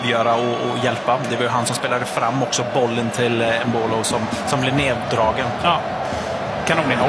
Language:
Swedish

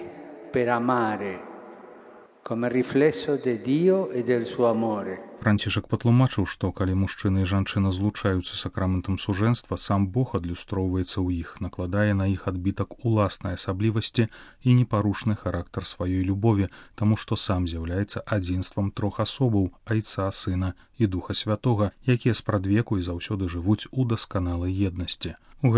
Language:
Belarusian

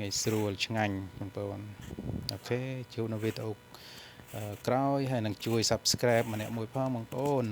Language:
Khmer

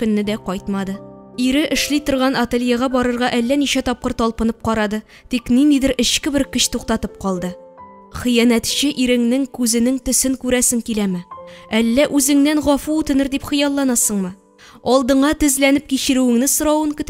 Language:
Tatar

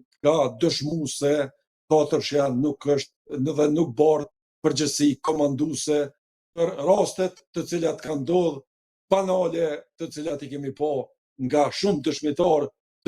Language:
Albanian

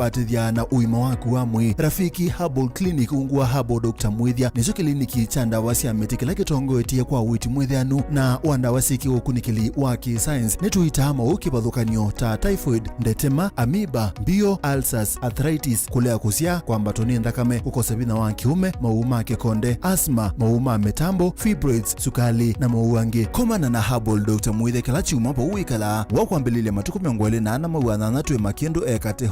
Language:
Kamba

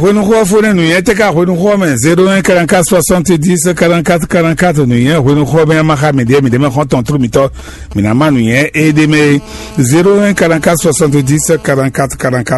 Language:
Fon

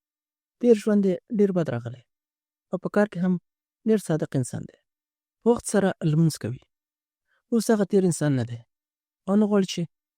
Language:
Pashto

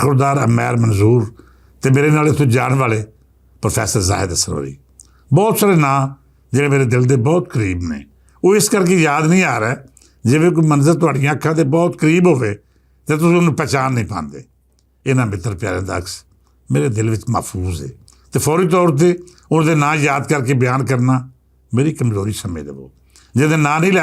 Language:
Western Panjabi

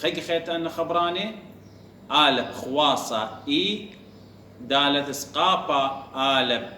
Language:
Assyrian Neo-Aramaic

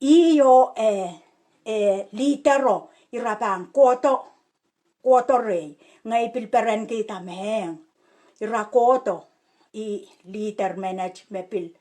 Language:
Pohnpeian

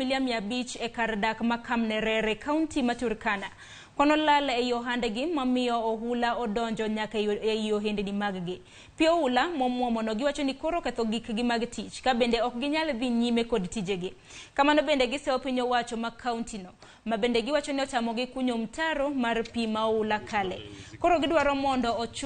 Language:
Luo (Kenya and Tanzania)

